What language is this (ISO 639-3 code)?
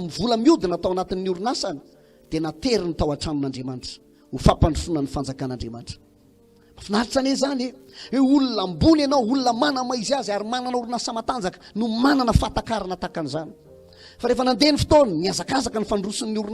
mlg